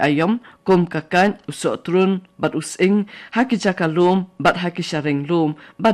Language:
Khasi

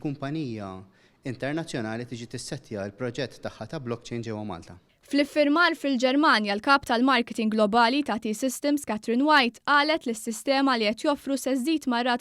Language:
Maltese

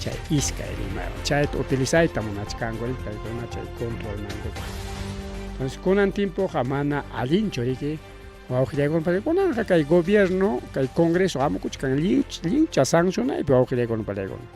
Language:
Ayacucho Quechua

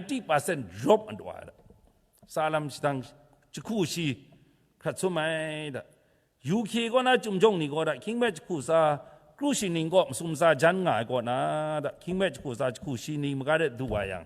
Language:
Kachin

